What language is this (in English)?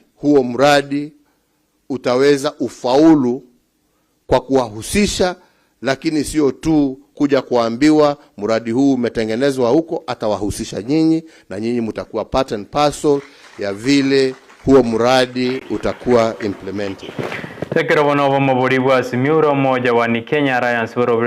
Gusii